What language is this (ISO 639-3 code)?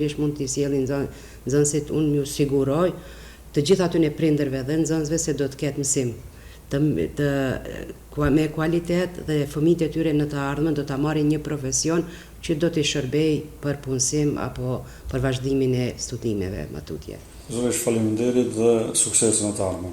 sqi